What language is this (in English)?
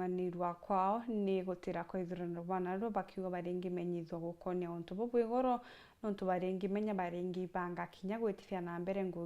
Meru